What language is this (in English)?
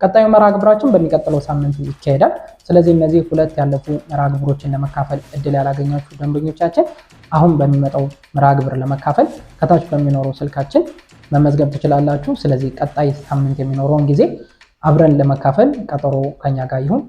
Amharic